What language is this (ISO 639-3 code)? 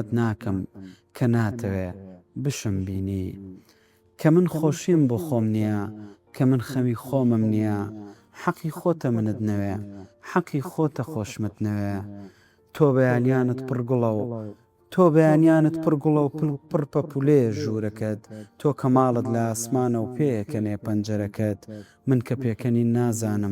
ckb